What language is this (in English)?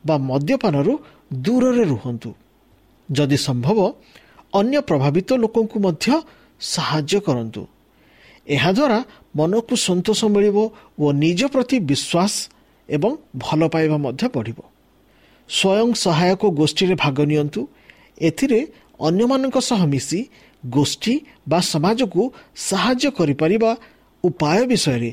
Odia